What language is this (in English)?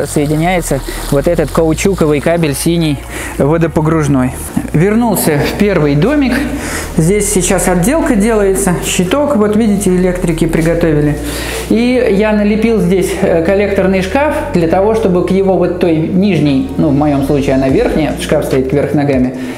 Russian